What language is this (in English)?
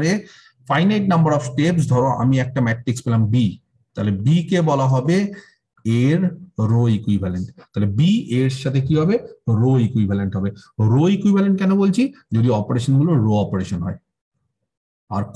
Bangla